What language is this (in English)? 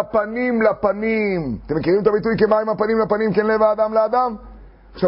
Hebrew